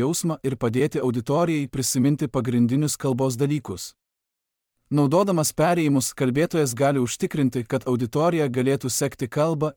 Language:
Lithuanian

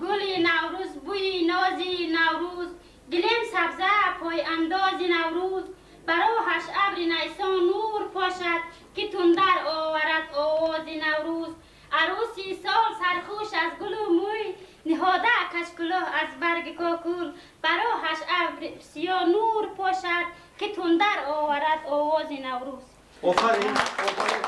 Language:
Tajik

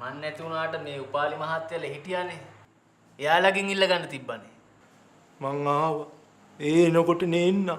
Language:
Sinhala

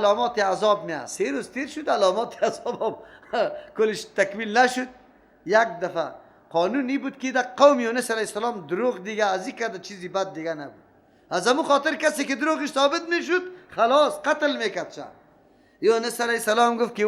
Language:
Persian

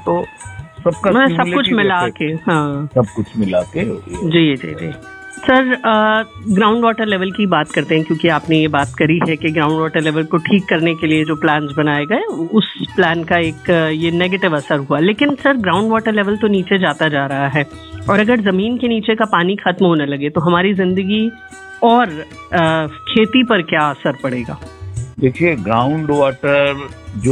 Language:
Hindi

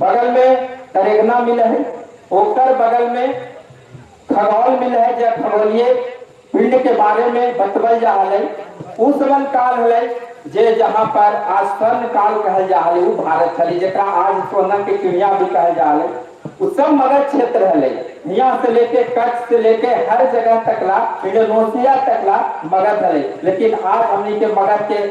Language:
Magahi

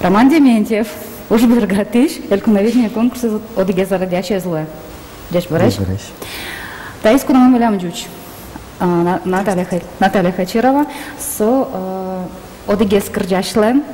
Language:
Udmurt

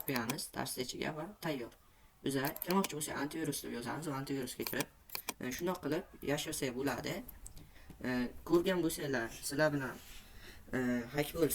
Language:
Uzbek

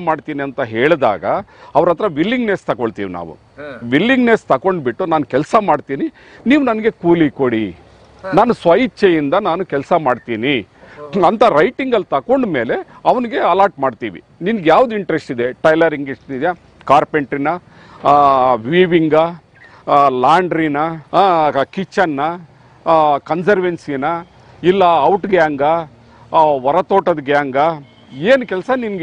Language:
Kannada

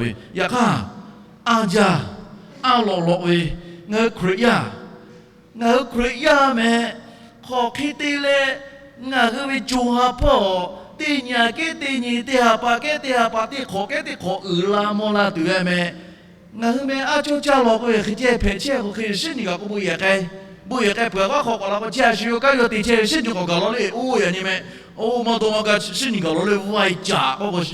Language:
Lahu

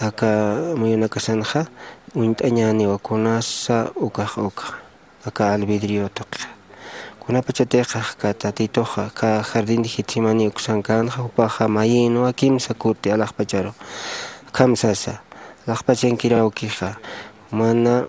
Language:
Aymara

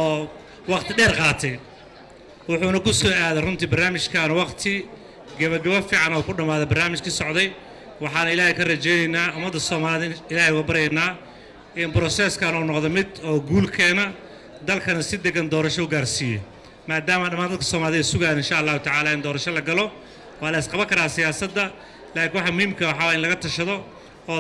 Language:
Somali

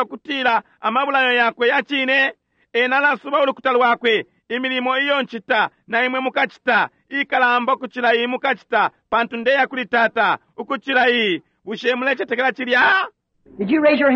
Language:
Bemba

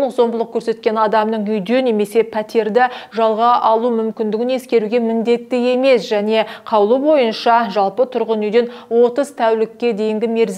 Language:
Kazakh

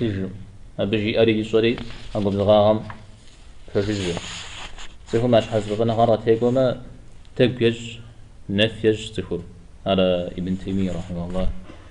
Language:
Kabardian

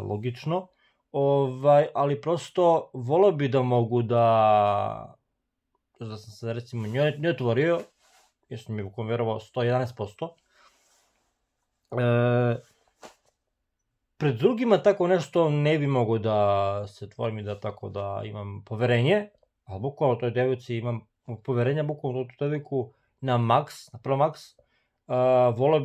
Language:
Serbian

